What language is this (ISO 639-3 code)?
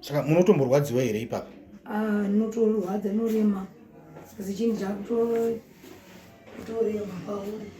sna